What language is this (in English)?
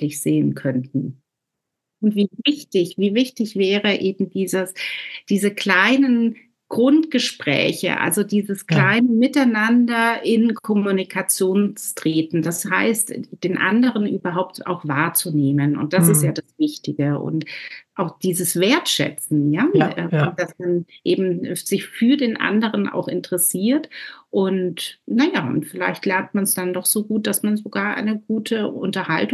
German